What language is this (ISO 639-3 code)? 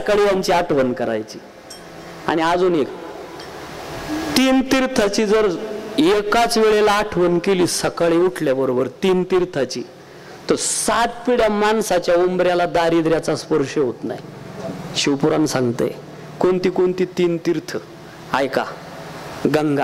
mar